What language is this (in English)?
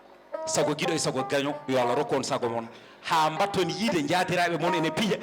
Fula